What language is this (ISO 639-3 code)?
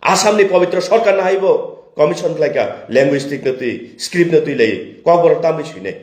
trp